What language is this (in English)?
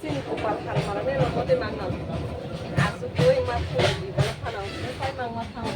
Kok Borok